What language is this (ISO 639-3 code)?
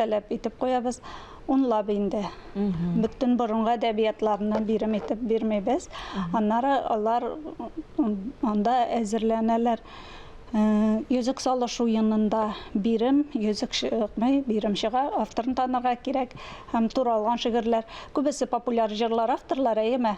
tat